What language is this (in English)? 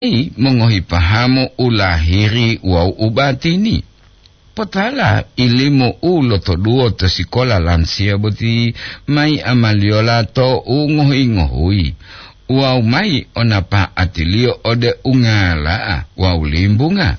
Gorontalo